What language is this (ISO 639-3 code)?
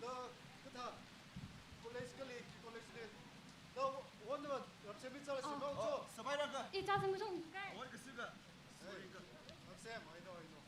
nmf